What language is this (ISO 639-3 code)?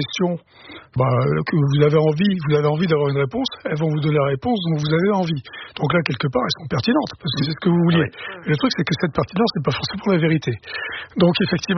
fra